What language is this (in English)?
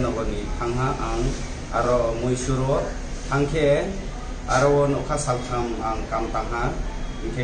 Riang (India)